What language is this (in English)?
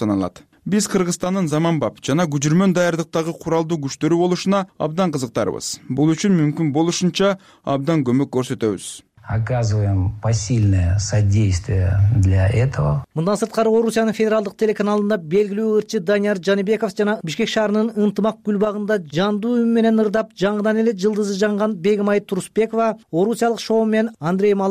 Kyrgyz